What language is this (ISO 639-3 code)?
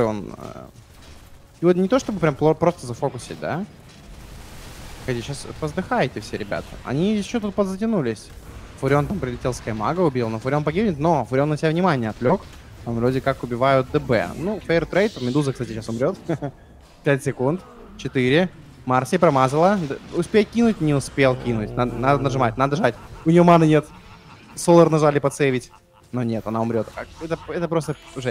rus